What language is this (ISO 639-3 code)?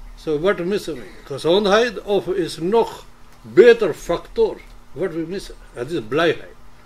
nld